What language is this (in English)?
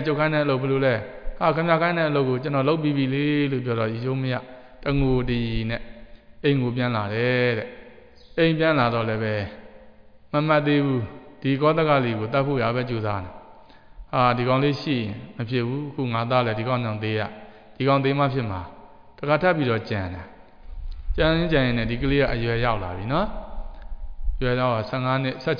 Burmese